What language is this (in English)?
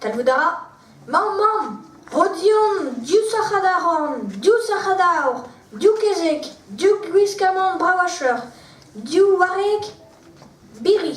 Breton